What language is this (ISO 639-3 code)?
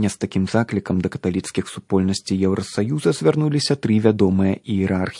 bel